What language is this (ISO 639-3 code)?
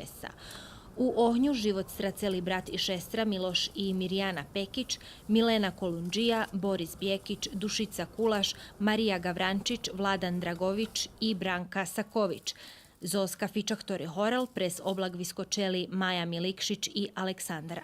rue